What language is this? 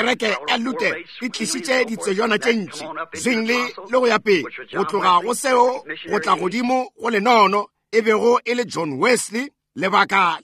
Northern Sotho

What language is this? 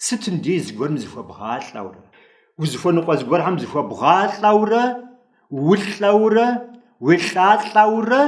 Kabardian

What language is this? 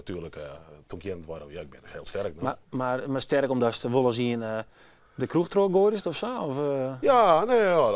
Western Frisian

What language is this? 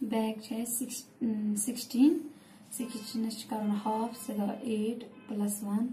Kashmiri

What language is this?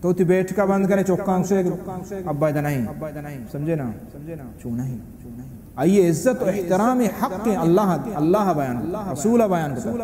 Baluchi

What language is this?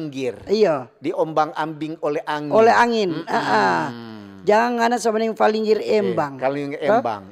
Manado Malay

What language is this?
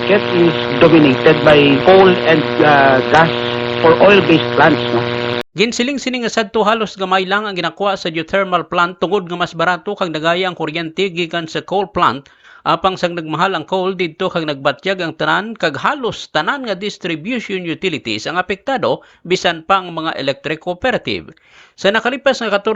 Hiligaynon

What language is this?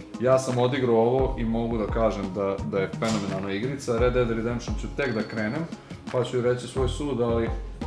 Serbian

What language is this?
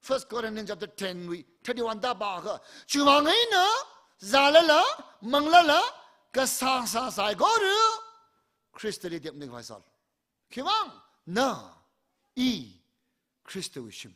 Tangkhul Naga (India)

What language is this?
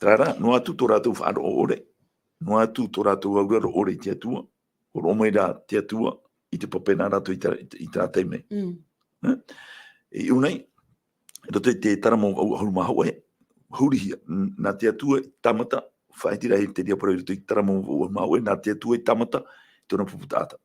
Tahitian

